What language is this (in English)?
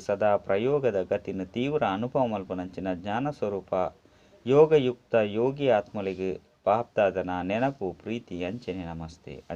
Tulu